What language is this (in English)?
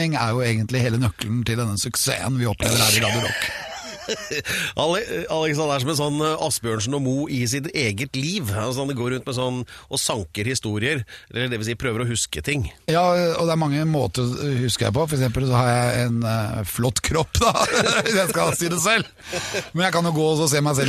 Norwegian